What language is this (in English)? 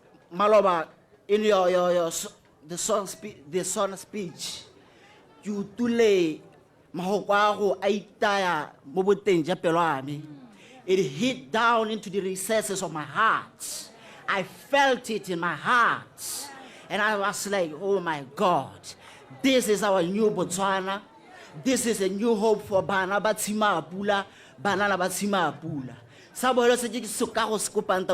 Tswana